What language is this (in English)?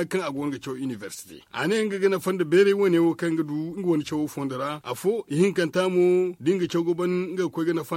Zarma